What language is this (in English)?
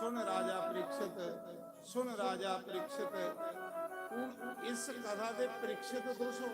Dogri